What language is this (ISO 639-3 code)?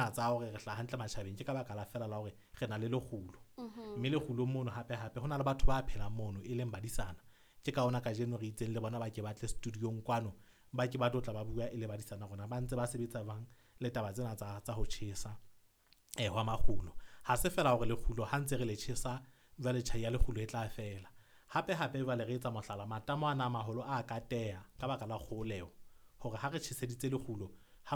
sot